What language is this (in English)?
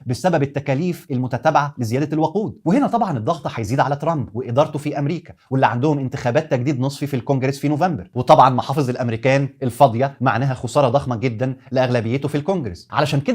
Egyptian Arabic